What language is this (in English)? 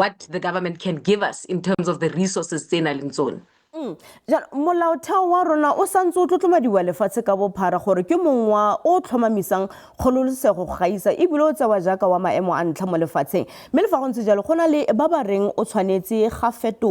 Tswana